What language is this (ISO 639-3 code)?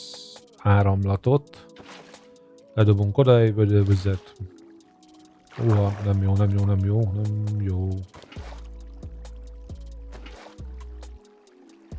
hun